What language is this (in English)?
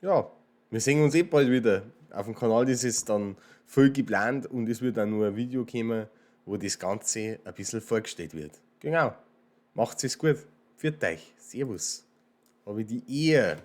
Bavarian